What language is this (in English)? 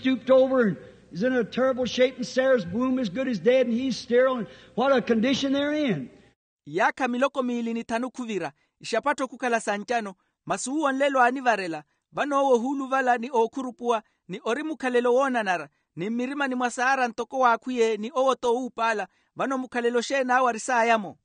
Makhuwa